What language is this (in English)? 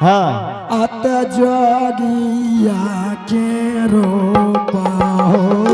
Angika